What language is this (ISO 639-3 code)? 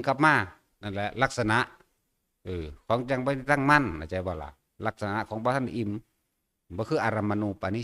tts